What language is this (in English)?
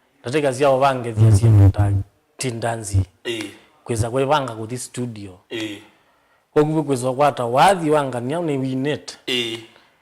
Kamba